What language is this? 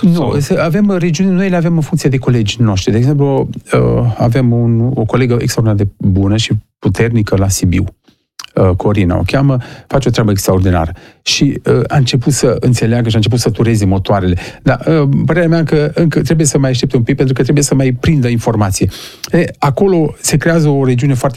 Romanian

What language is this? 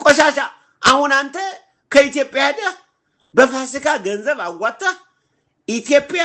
Amharic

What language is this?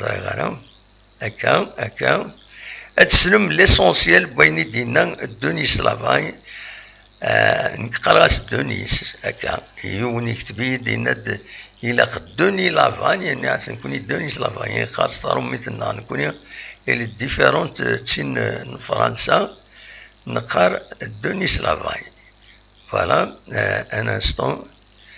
Kabyle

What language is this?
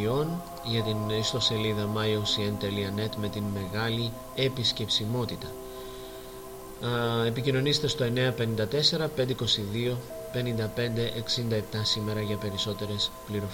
Greek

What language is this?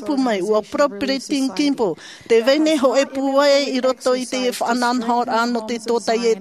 Tahitian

